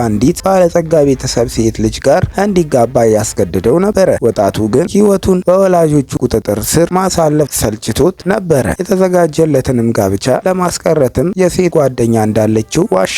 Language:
Amharic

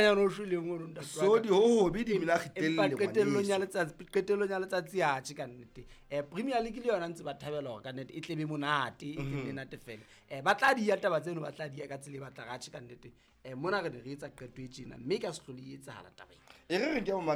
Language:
Southern Sotho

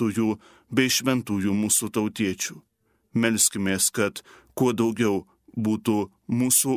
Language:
Lithuanian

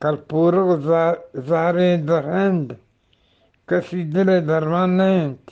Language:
Eastern Balochi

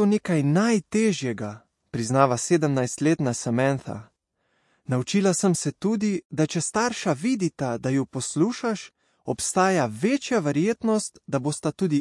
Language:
Slovenian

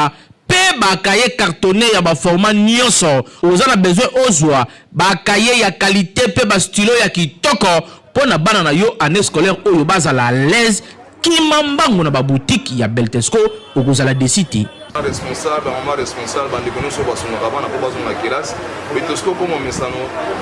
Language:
Lingala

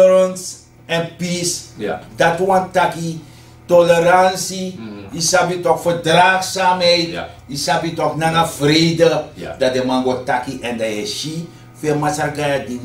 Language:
Sranan Tongo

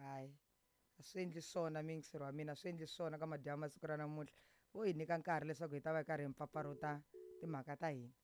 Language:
Tsonga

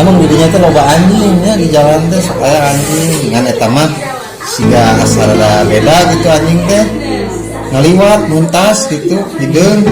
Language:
Sundanese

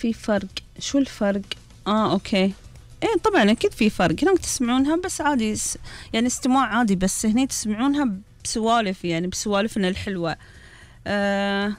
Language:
Gulf Arabic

